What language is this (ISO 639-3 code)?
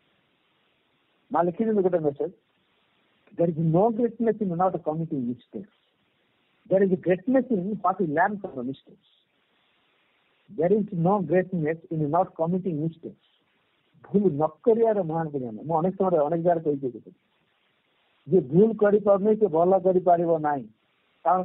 ori